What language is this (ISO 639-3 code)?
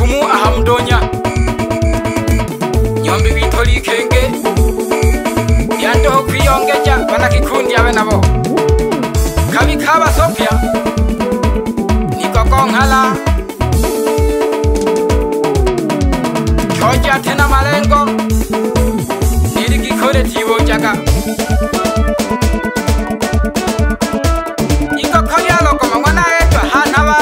swa